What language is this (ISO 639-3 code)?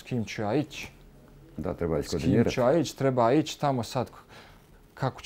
bos